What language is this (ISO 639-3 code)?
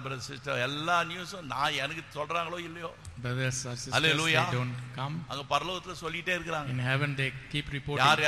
tam